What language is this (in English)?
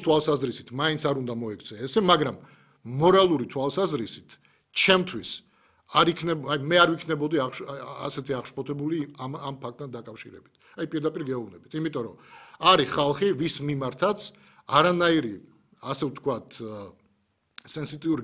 Georgian